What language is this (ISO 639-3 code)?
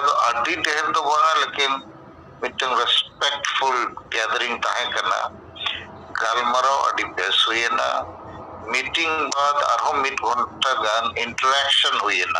sat